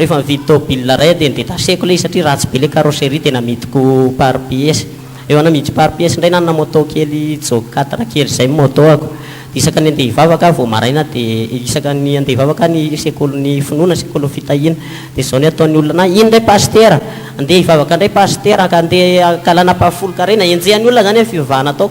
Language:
Malagasy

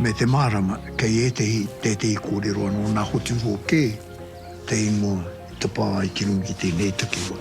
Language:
Māori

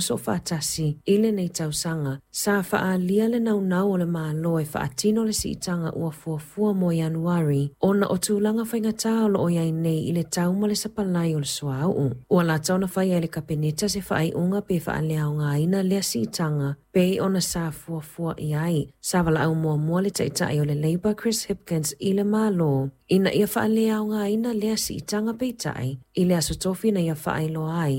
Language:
Samoan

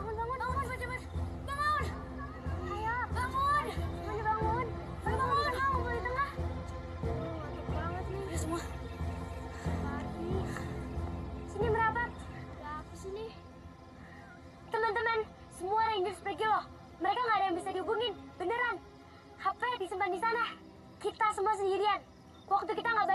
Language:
Indonesian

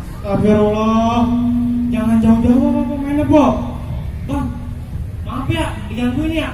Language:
Betawi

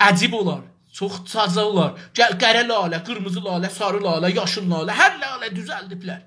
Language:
South Azerbaijani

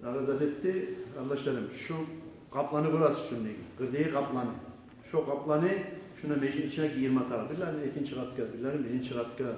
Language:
Kumyk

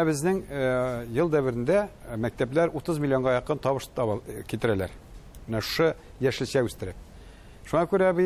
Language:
Tatar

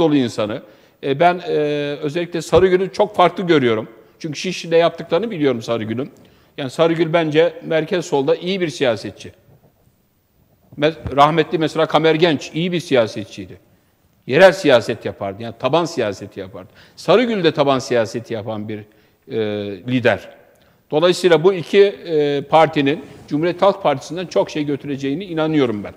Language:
Turkish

